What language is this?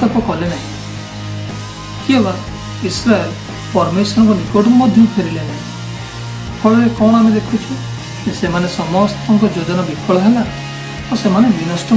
Odia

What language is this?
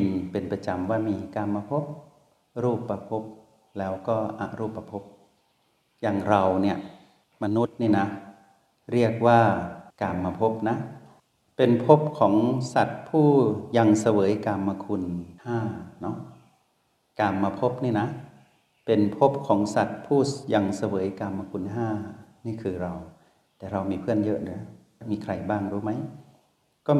Thai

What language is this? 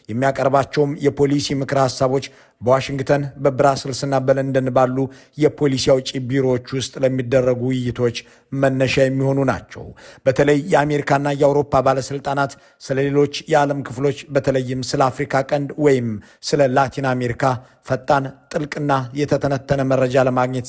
Amharic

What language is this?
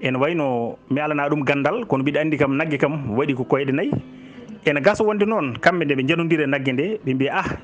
Fula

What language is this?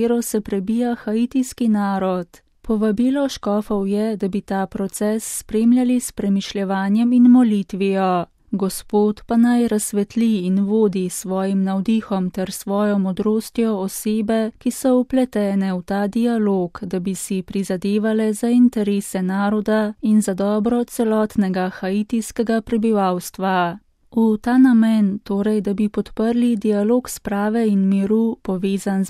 Slovenian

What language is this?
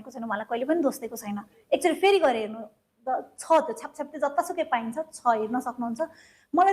Nepali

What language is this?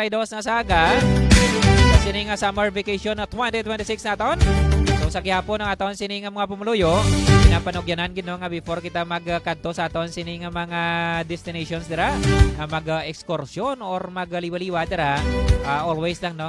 Hiligaynon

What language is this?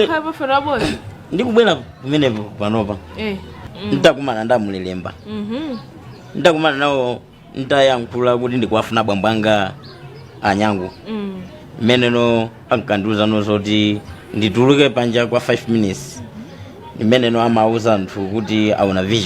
Nyanja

